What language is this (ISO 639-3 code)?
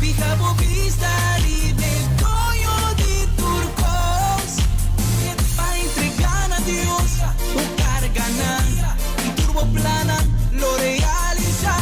pap